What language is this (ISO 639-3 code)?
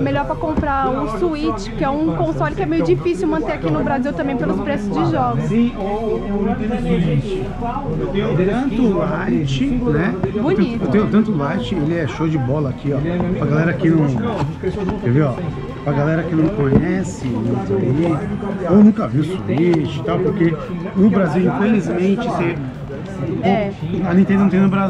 por